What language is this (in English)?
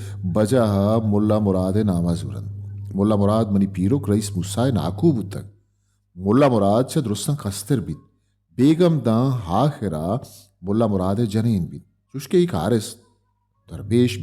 Baluchi